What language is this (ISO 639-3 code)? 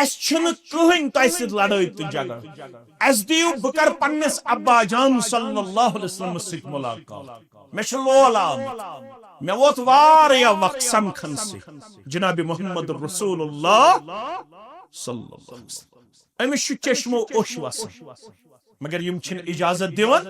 kas